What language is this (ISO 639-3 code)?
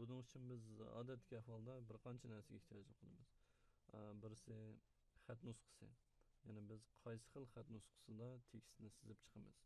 uig